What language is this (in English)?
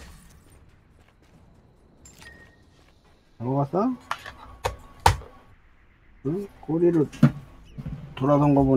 Korean